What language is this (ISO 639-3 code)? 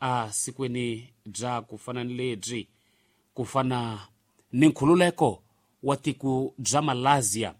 tso